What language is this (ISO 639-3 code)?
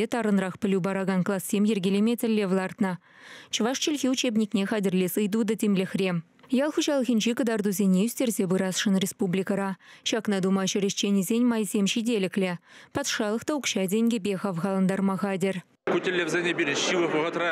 chv